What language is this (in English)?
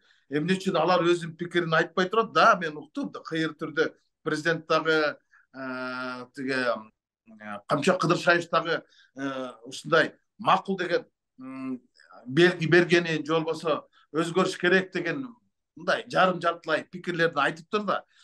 Kyrgyz